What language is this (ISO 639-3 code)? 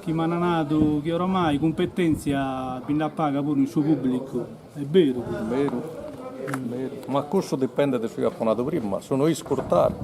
srd